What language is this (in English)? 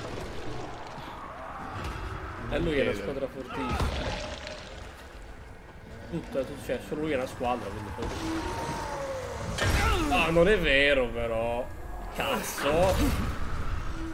Italian